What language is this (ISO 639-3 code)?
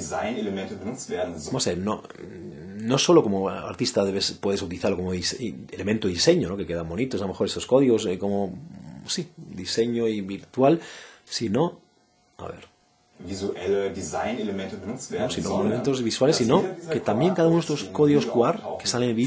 spa